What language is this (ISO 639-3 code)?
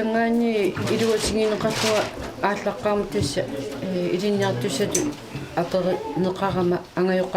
kal